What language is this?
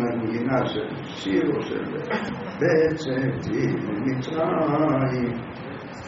Hebrew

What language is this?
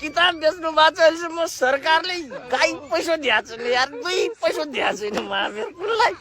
Nepali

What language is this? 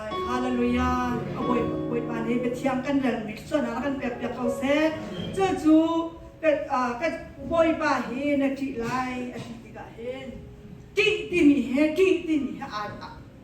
Hakha Chin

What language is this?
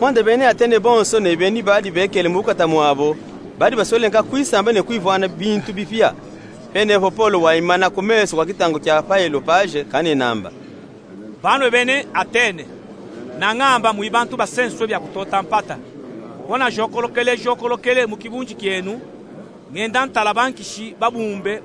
Luba-Katanga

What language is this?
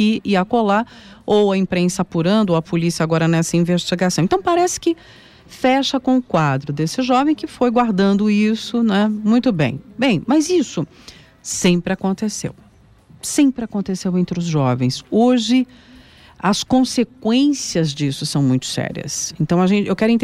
Portuguese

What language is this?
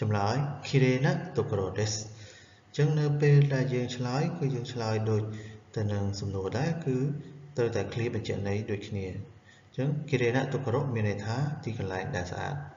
Khmer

